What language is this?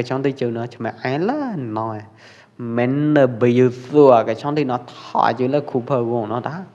Pwo Eastern Karen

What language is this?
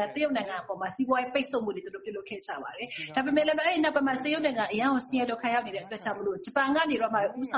Burmese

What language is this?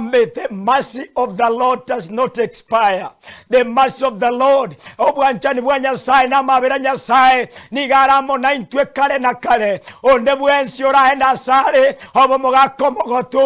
Gusii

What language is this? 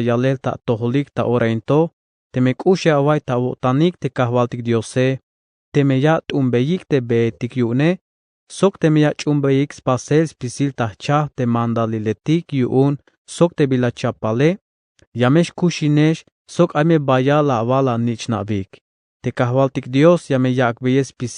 Tzeltal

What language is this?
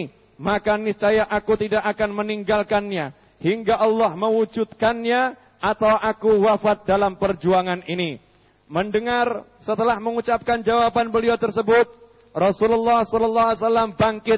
Indonesian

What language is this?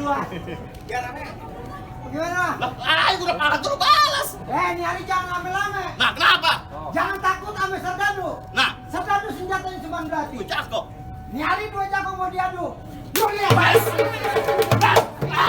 Betawi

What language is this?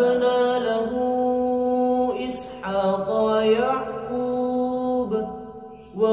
Arabic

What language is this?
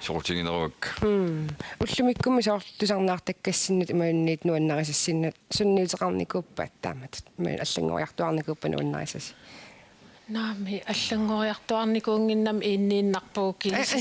Kalaallisut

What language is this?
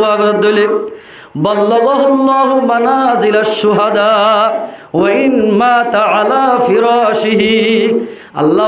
Rohingya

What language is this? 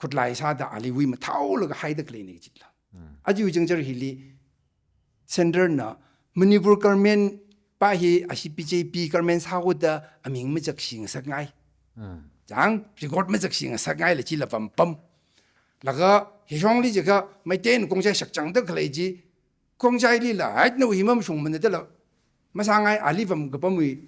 Tangkhul Naga (India)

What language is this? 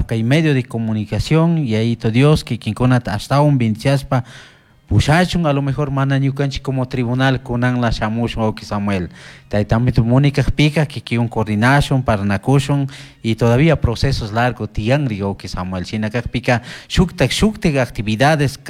Chimborazo Highland Quichua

